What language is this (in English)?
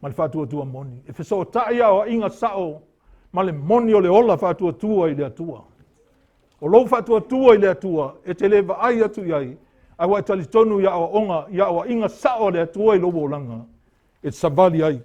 Samoan